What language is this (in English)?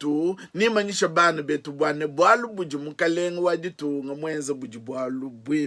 Luba-Lulua